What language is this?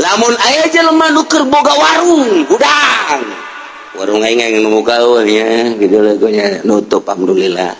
Sundanese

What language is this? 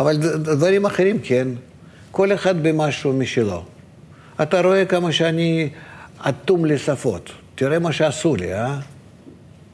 Hebrew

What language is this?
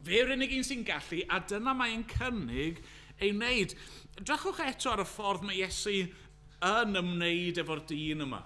Welsh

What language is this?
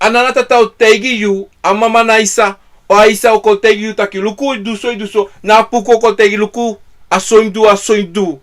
Sranan Tongo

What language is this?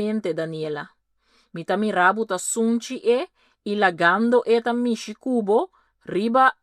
Papiamento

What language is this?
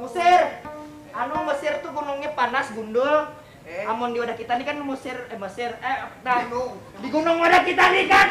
Banjar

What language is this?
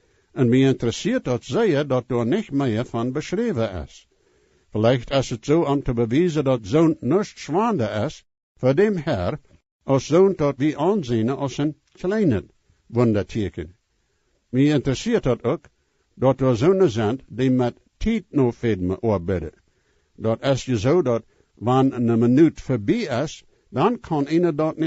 Plautdietsch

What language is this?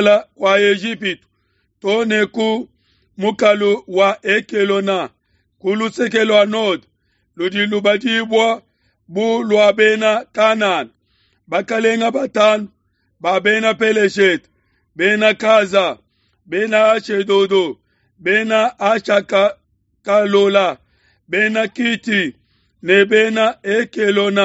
Luba-Lulua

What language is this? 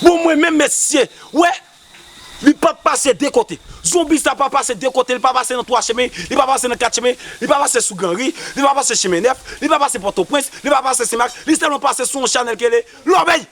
Haitian Creole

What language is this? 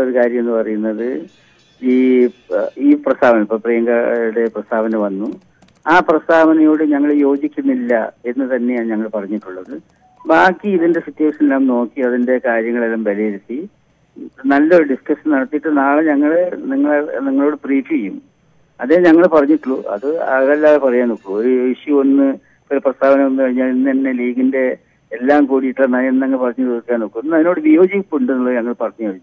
Malayalam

